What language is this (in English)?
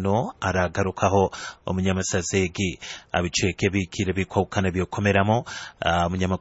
Nyoro